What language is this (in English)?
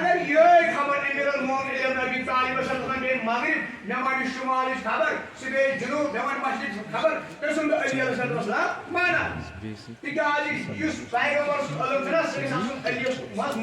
Kashmiri